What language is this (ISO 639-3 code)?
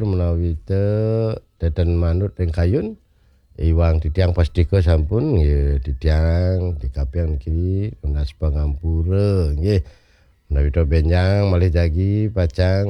ban